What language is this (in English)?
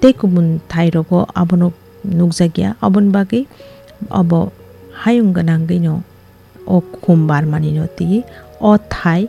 Kok Borok